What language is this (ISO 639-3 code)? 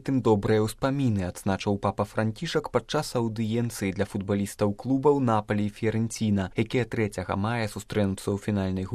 bel